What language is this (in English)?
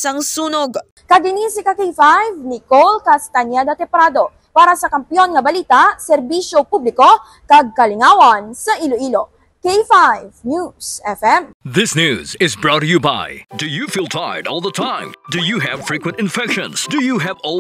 Hiligaynon